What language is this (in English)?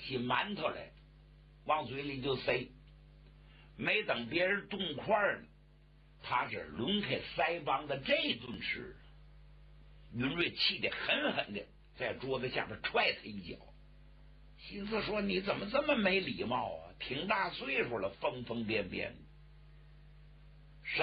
Chinese